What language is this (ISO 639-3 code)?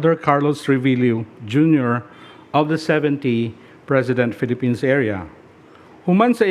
ceb